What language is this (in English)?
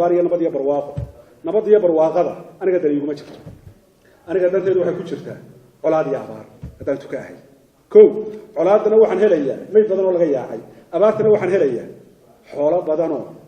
Somali